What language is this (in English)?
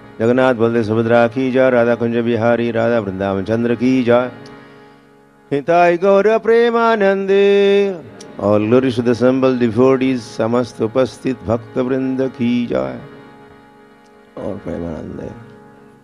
Hindi